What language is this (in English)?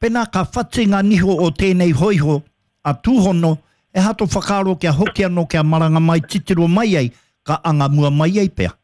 Māori